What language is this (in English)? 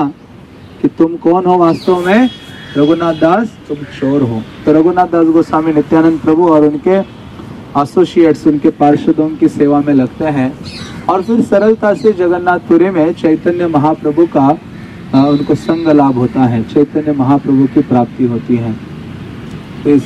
Hindi